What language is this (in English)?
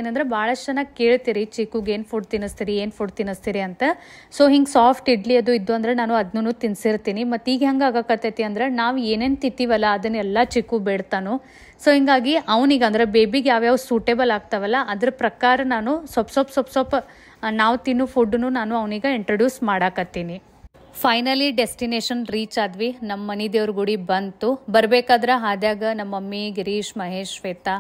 Kannada